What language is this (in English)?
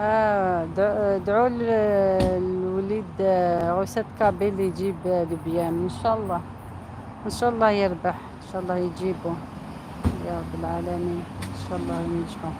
Algerian Arabic